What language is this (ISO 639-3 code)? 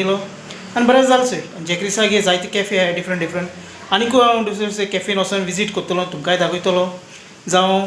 kok